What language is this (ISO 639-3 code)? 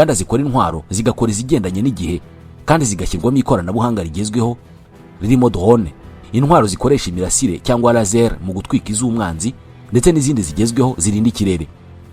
kin